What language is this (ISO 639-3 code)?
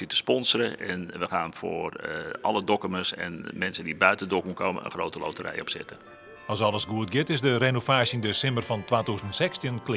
fry